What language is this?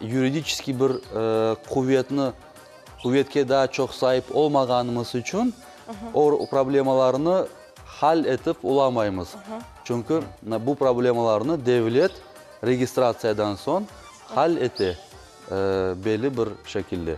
Crimean Tatar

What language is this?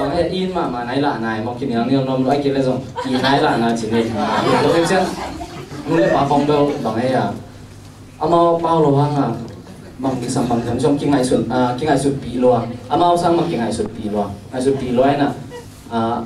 Tedim Chin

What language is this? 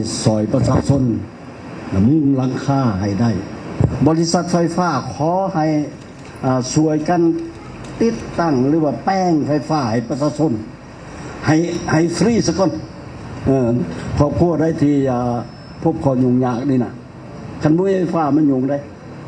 Lao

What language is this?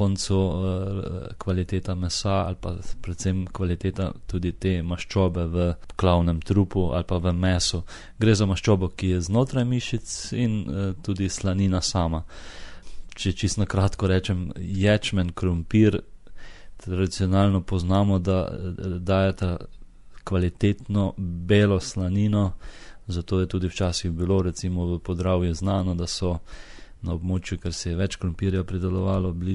Slovenian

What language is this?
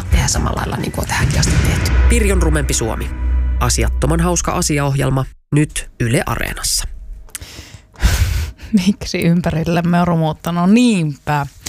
Finnish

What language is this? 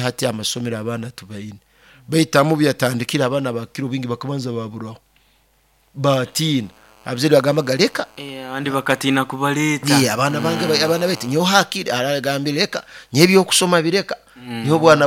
Nyoro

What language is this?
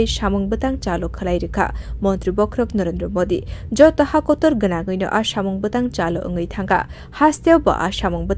Kok Borok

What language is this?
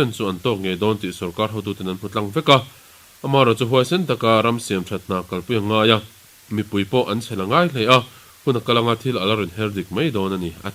Mizo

